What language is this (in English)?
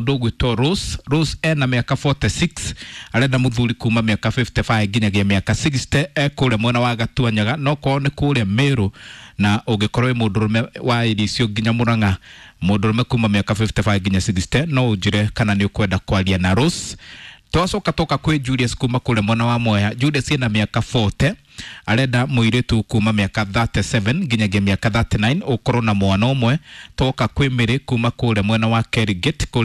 Kikuyu